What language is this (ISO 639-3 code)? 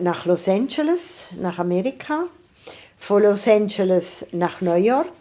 gsw